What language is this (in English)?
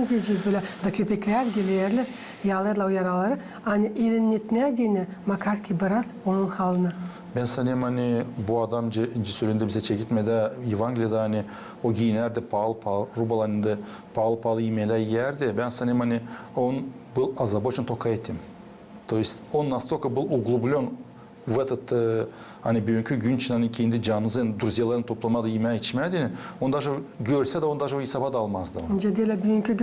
Gagauz